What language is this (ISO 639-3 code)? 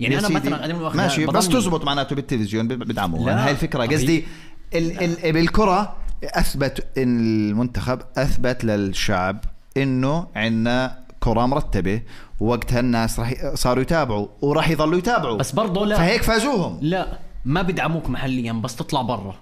apc